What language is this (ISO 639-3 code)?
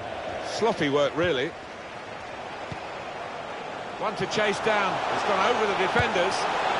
eng